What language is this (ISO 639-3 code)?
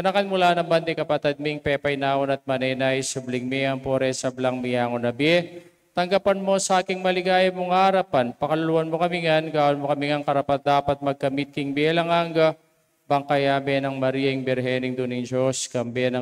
pam